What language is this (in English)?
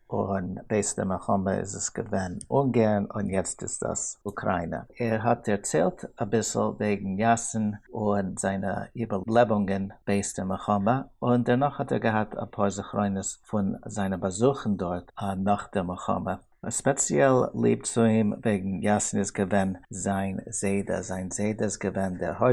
Yiddish